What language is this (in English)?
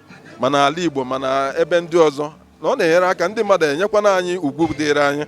Igbo